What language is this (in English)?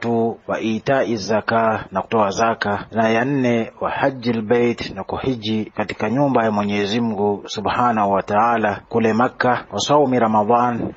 Swahili